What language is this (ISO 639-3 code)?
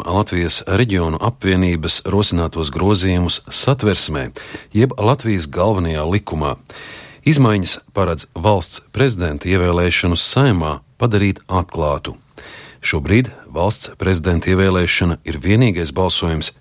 lav